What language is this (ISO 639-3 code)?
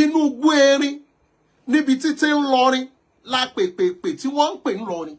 yor